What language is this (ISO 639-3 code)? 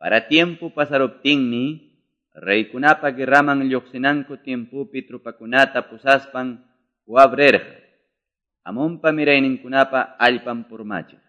que